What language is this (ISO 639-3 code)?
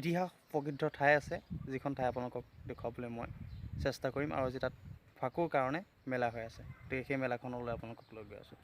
asm